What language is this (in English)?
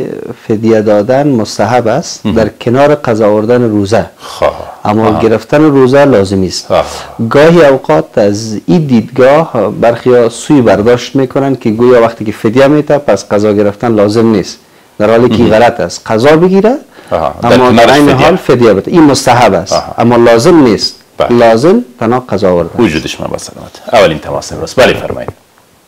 Persian